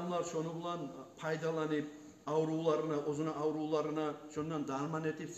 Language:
Kumyk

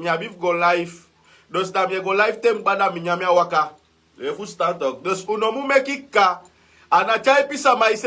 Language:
Sranan Tongo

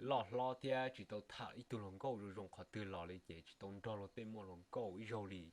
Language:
Hmong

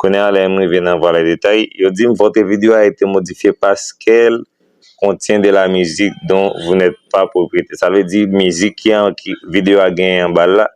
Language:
Haitian Creole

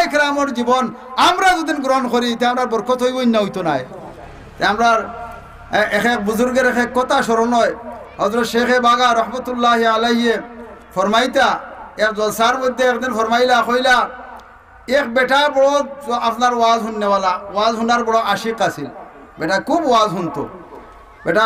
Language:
Sylheti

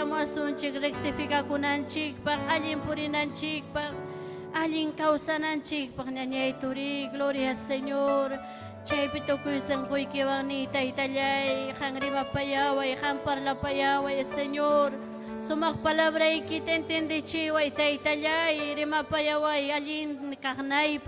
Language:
Ayacucho Quechua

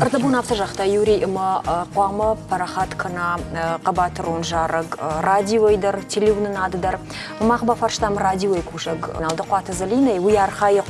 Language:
Ossetic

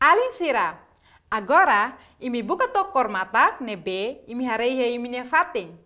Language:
Tetum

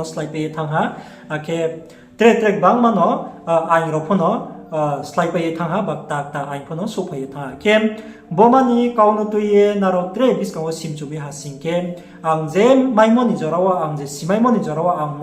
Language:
Riang (India)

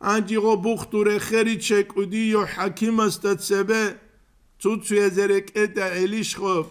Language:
Avaric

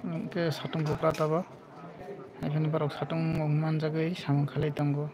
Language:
Kok Borok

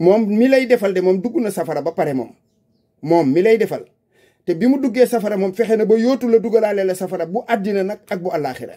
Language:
Wolof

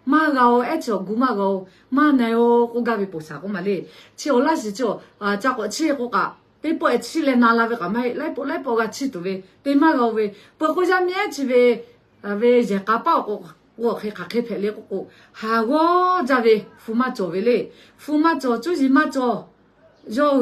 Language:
Lahu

